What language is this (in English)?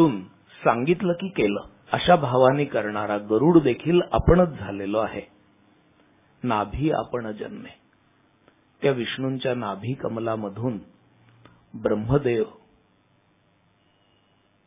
Marathi